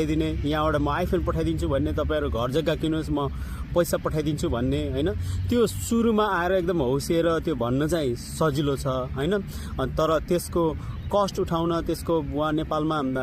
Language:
Nepali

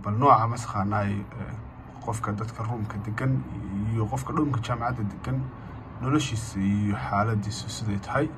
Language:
Somali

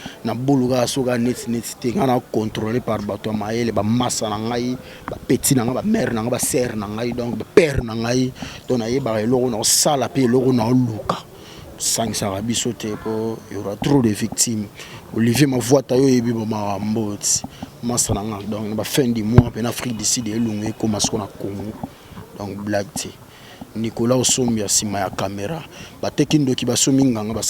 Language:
Lingala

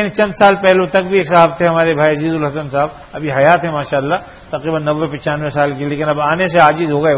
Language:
Urdu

